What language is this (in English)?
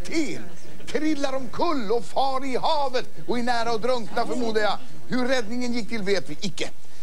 Swedish